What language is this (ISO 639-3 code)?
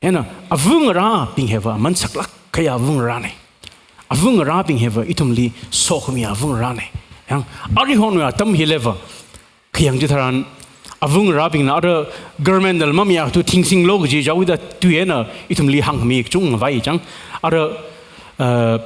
nmf